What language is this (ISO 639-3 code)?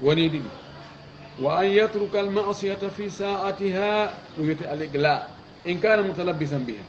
ful